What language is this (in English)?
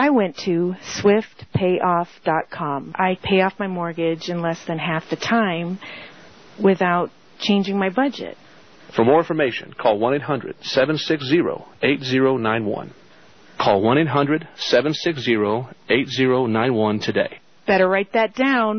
English